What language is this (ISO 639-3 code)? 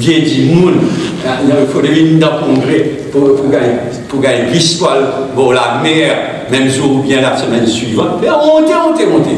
mfe